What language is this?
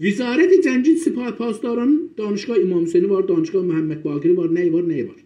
South Azerbaijani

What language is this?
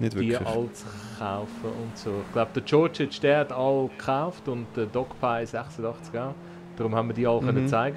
Swiss German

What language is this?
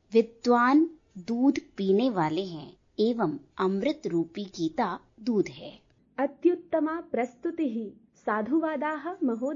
Sanskrit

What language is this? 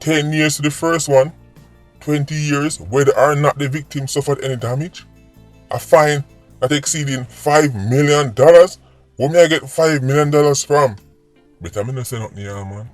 Jamaican Creole English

